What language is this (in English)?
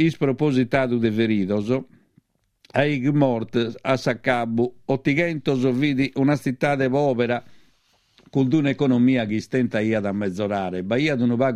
Sardinian